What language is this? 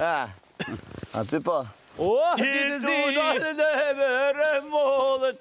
Albanian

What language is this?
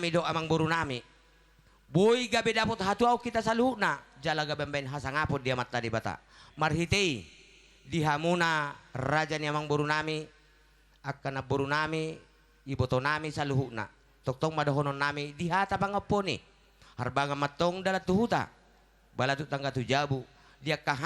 Batak Toba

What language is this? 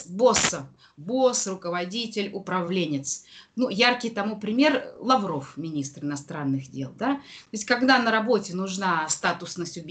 Russian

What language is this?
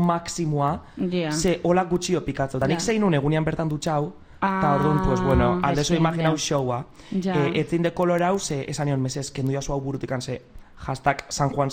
Basque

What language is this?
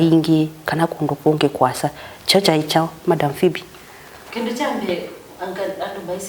Kamba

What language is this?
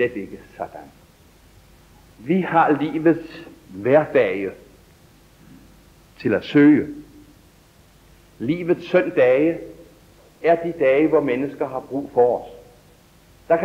Danish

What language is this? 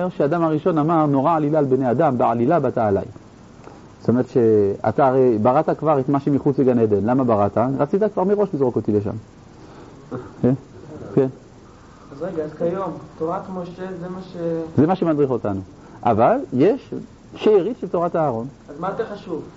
Hebrew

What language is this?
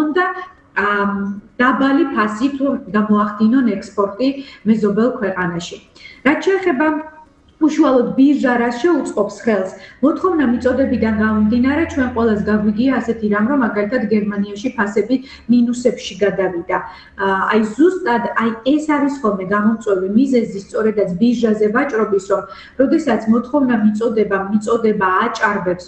Georgian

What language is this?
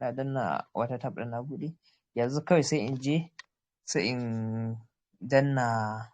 Hausa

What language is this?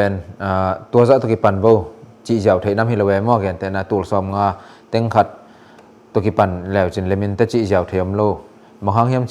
Tedim Chin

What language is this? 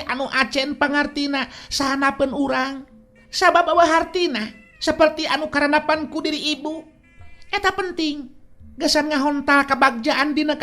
Sundanese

